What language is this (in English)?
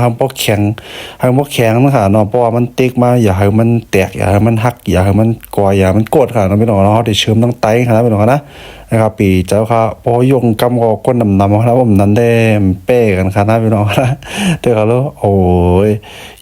Shan